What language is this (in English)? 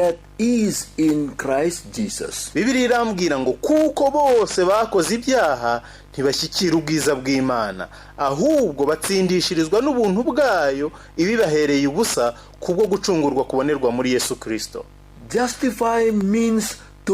Kinyarwanda